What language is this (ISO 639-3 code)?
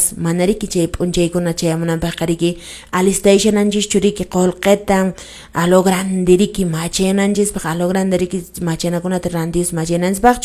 que